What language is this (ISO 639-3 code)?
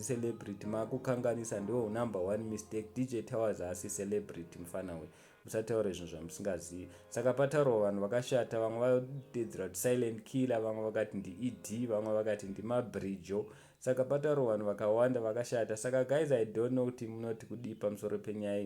sna